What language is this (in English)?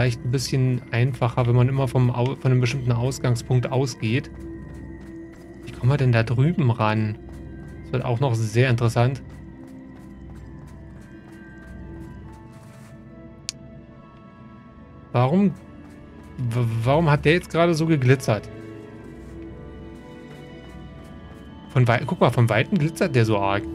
German